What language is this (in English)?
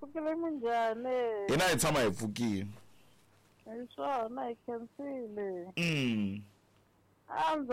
Tsonga